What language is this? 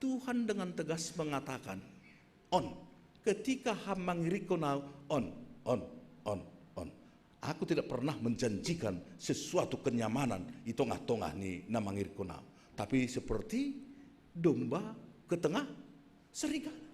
Batak Simalungun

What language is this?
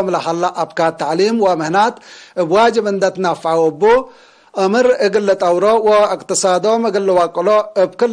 Tigre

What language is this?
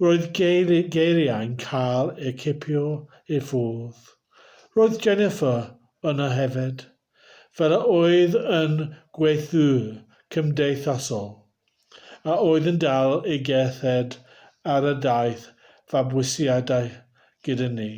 Welsh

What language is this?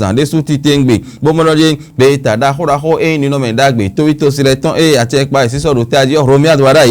Fon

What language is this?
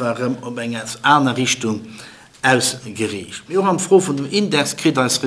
Luxembourgish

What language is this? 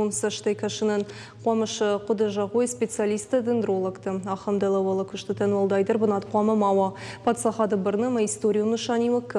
Ossetic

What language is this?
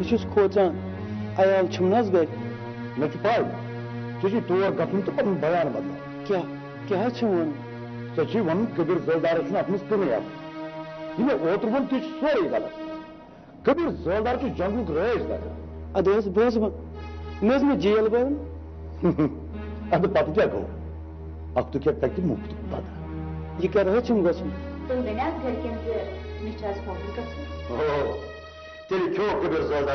Kashmiri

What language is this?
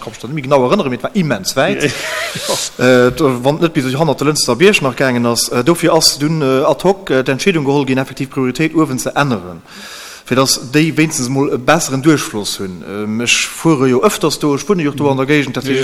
Luxembourgish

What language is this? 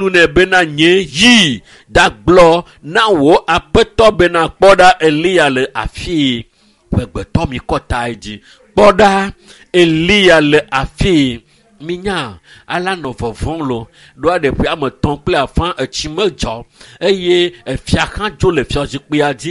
Ewe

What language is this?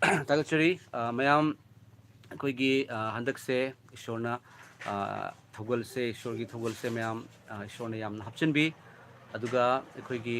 Manipuri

